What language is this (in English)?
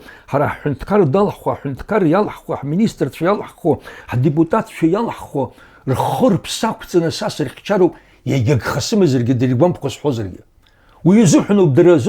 Abkhazian